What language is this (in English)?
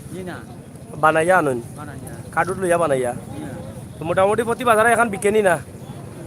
Sylheti